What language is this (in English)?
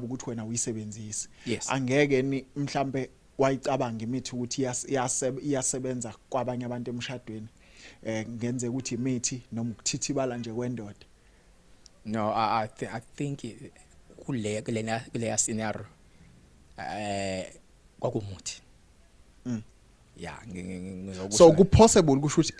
Zulu